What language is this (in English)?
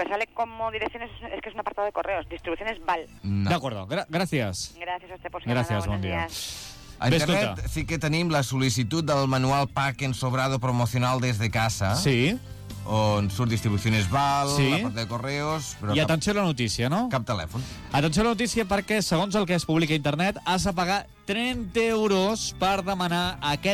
Catalan